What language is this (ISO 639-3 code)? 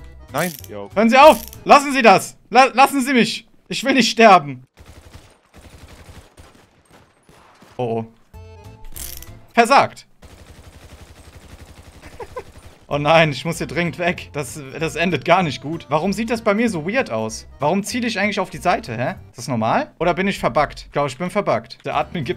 deu